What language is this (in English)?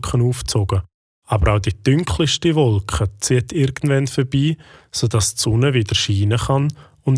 Swiss German